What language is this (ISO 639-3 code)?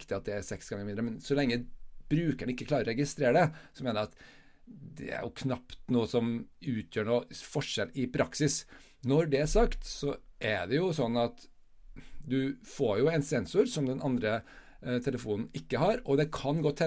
nor